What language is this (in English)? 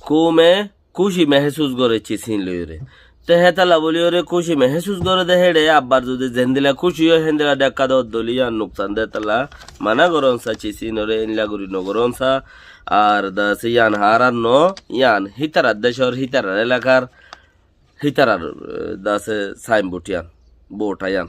Rohingya